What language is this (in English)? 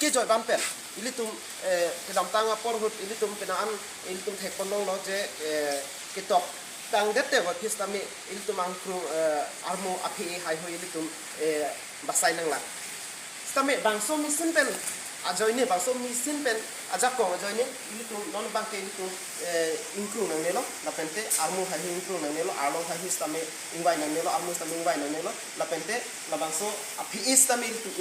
Karbi